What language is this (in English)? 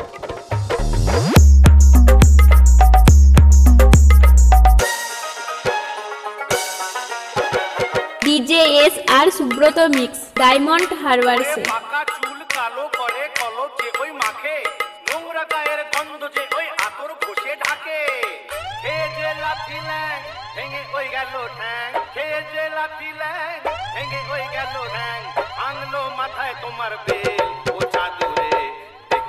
Bangla